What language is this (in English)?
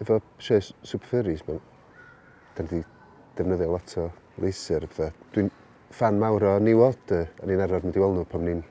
Welsh